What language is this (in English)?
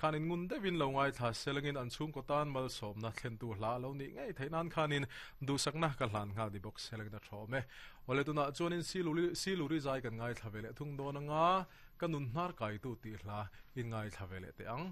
Mizo